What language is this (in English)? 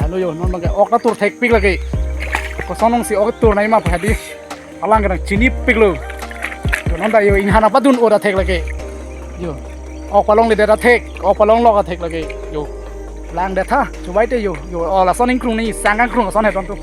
Karbi